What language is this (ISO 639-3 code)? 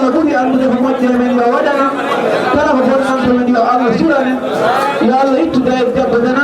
ful